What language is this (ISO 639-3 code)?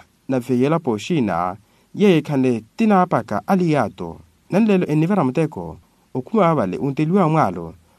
vmw